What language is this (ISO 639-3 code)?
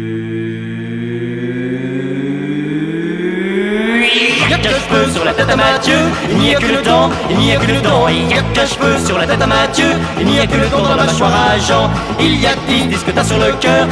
fra